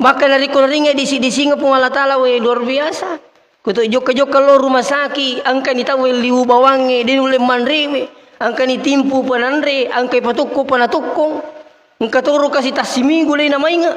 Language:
Buginese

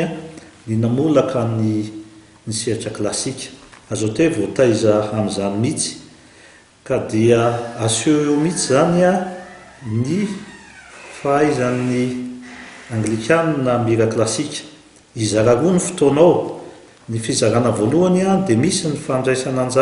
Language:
Malagasy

